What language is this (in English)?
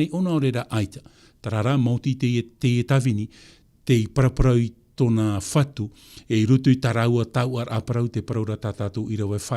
Tahitian